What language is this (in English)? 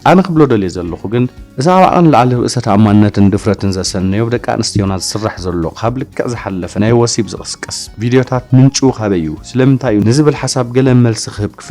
Tigrinya